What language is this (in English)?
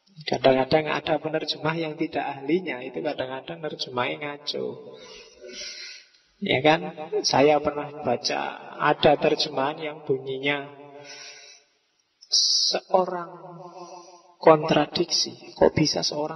Indonesian